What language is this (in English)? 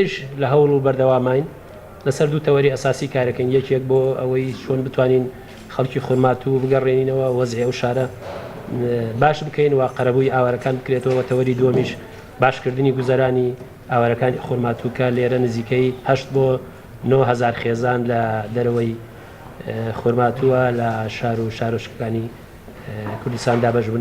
Central Kurdish